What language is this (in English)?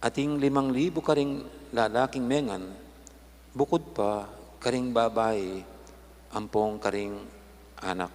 Pampanga